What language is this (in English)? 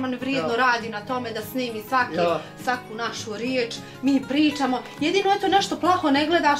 Bosnian